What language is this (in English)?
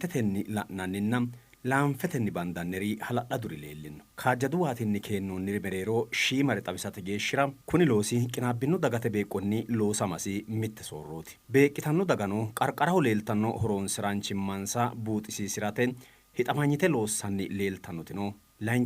Sidamo